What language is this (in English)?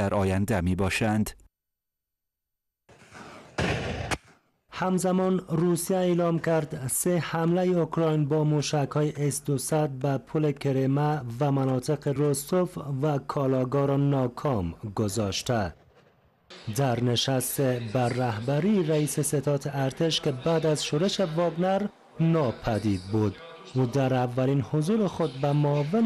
Persian